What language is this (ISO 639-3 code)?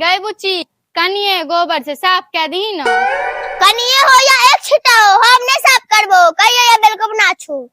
mai